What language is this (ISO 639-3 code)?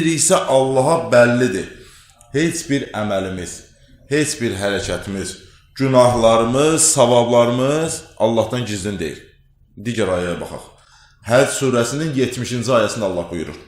aze